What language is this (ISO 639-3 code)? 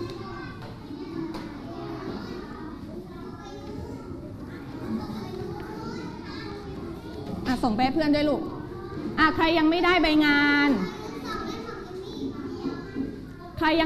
tha